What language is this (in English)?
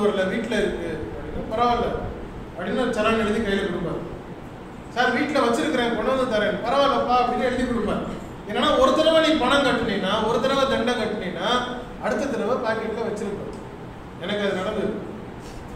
Tamil